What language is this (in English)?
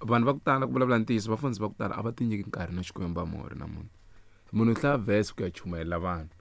Tsonga